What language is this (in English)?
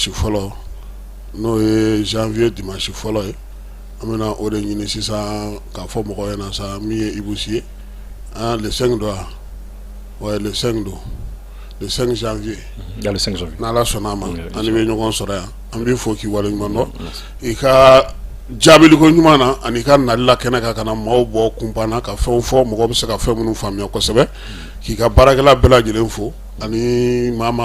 Bambara